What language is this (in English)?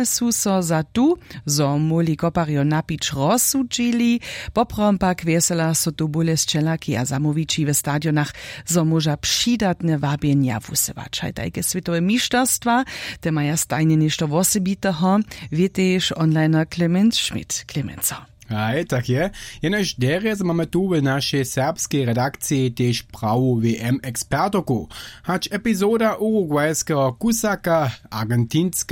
Upper Sorbian